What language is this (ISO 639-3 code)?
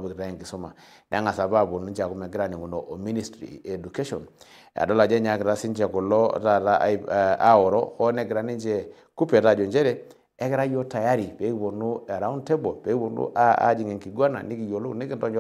mas